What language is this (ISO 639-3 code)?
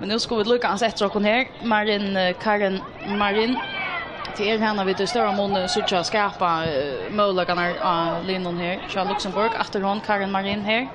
fao